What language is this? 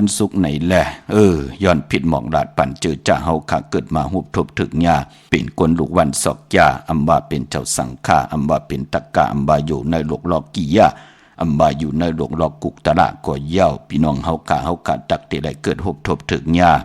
Shan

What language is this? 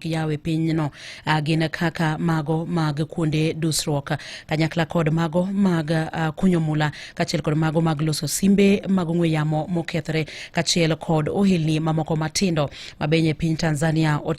Luo (Kenya and Tanzania)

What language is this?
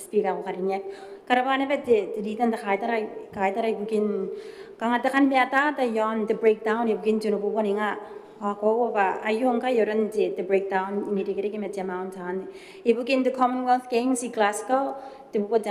Gilbertese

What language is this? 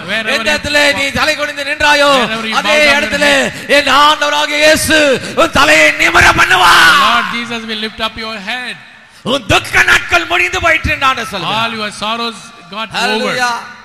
Tamil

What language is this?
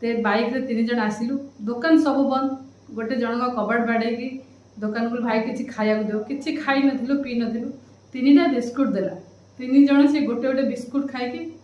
Odia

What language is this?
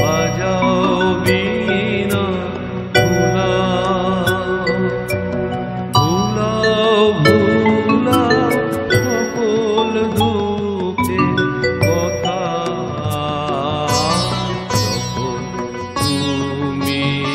Bangla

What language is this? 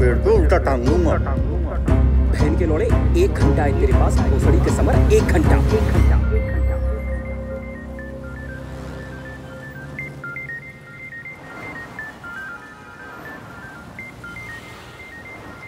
Hindi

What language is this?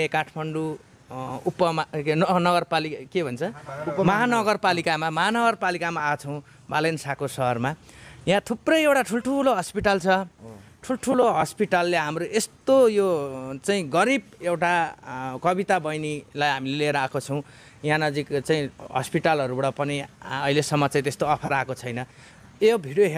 Nepali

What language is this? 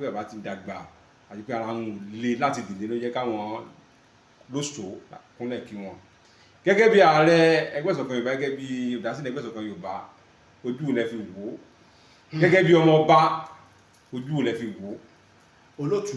Yoruba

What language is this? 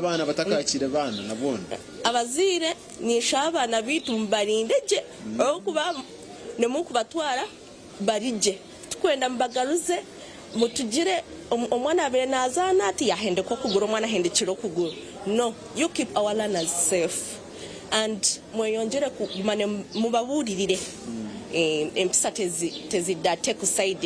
Nyankole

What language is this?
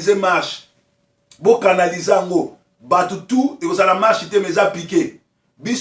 Lingala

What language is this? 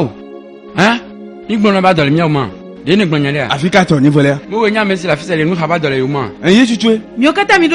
Ewe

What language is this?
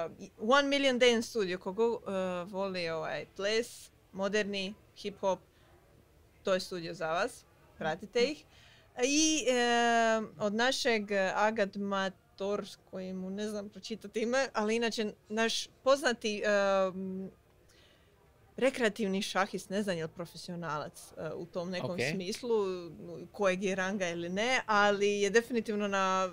Croatian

